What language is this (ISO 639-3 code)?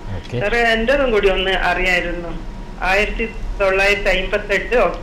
mal